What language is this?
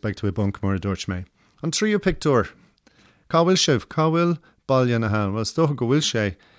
Irish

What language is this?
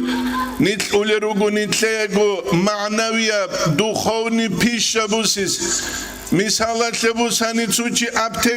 Avaric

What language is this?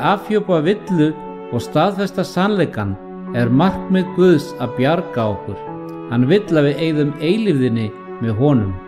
Icelandic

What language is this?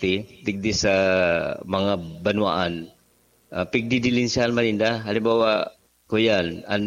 Bikol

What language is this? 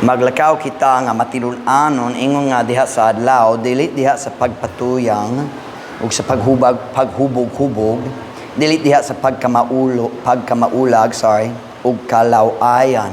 Cebuano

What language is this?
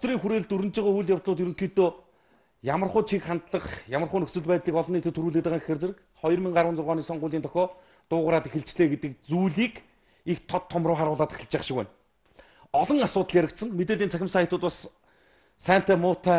Mongolian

